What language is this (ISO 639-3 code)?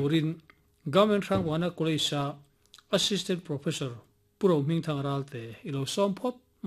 lus